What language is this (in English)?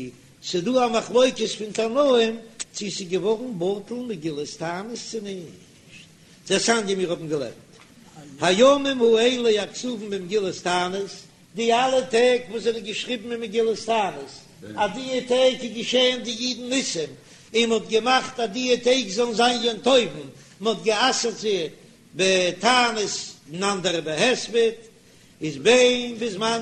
Yiddish